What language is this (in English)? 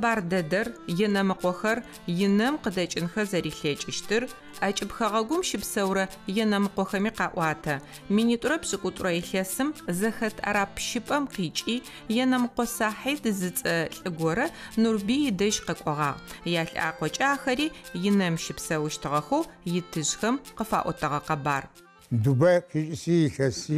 Adyghe